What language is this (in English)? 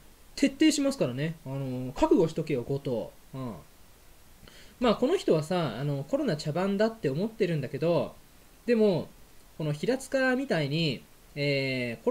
Japanese